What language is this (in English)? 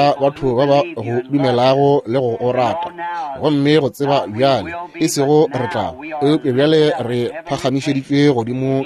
Northern Sotho